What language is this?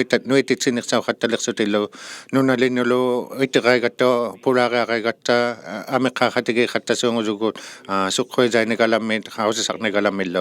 Inuktitut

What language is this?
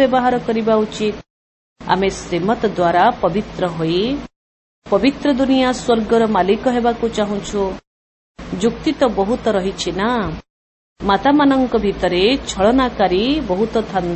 Odia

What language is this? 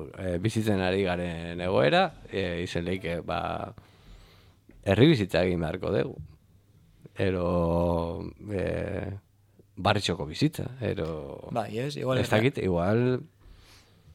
Basque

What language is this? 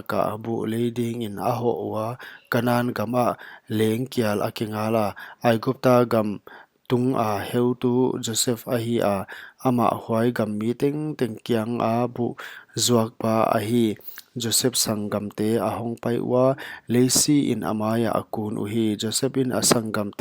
Paite Chin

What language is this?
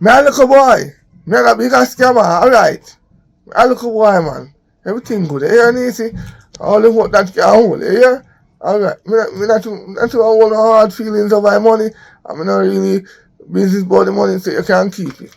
Jamaican Creole English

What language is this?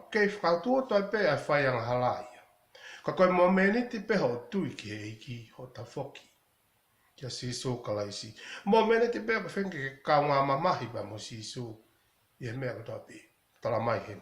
Tongan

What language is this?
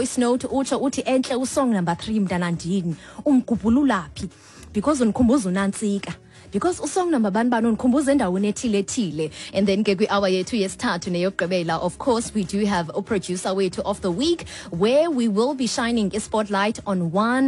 Xhosa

